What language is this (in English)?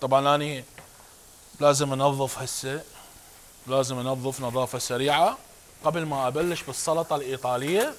Mesopotamian Arabic